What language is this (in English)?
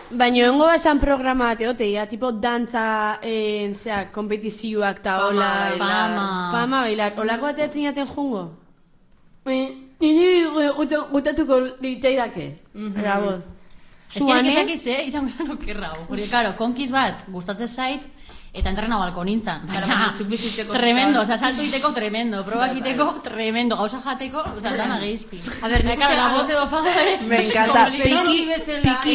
Basque